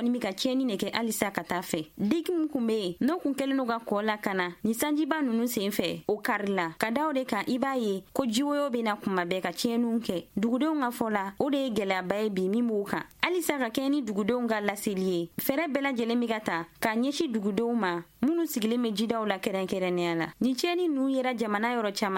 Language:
Bambara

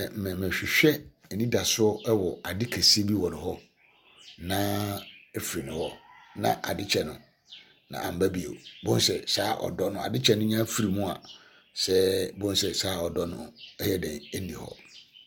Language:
Akan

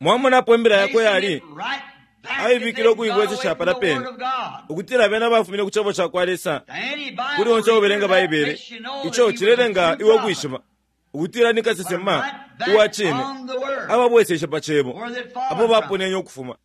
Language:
Bemba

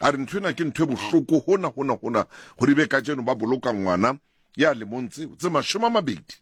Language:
Southern Sotho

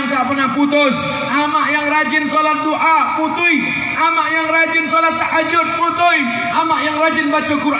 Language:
Minangkabau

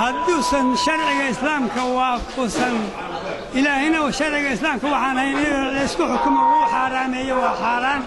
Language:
Somali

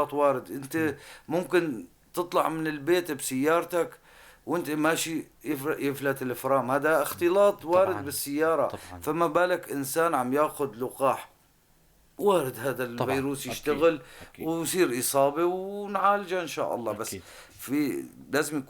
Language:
North Levantine Arabic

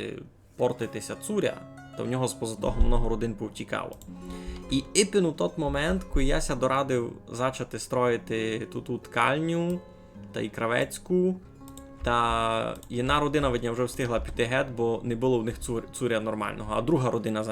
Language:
Rusyn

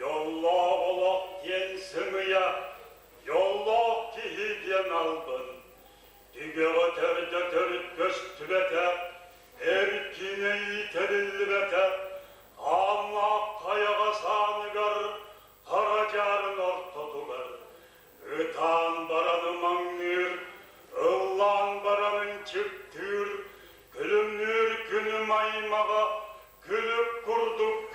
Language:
Yakut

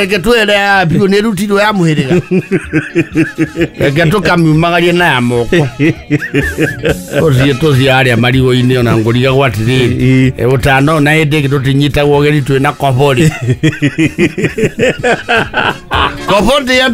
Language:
Kikuyu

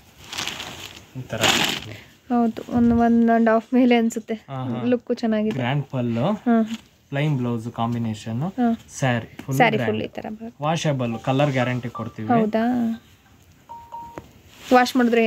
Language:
Kannada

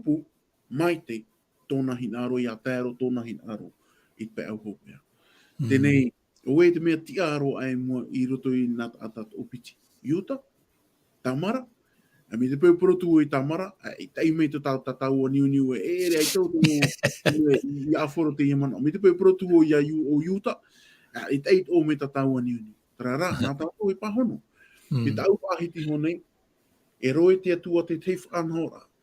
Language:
Tahitian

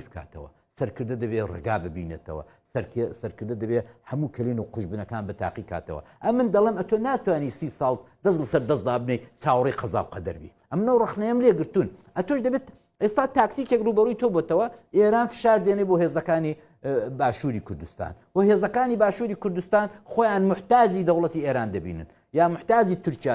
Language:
Central Kurdish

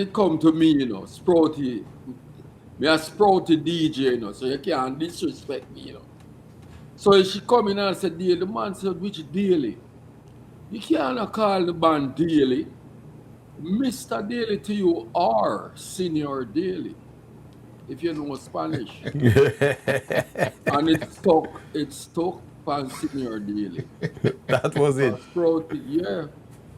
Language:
Jamaican Creole English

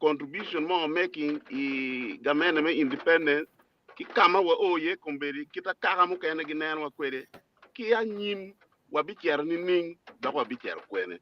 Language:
Acoli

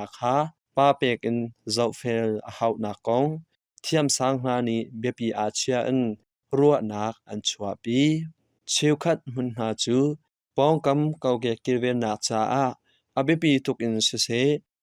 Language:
Hakha Chin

